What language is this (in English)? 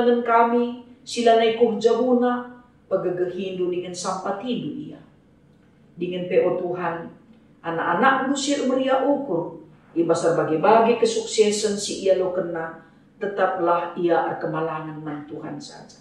Batak Karo